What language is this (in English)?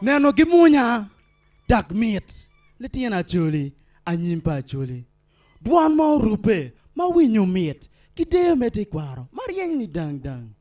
Acoli